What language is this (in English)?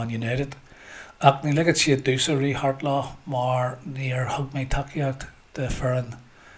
Irish